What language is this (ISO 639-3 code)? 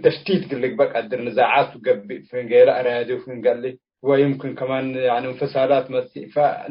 tig